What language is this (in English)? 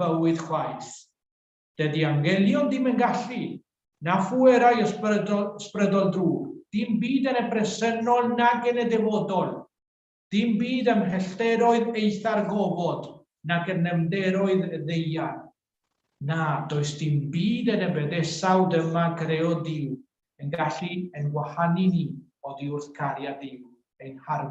Welsh